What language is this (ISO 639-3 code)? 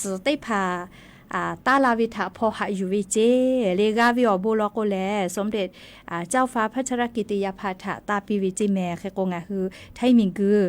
lhu